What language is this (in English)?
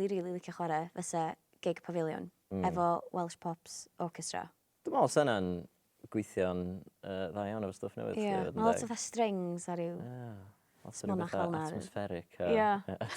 Welsh